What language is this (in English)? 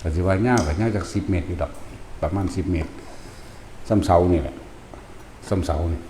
Northeastern Thai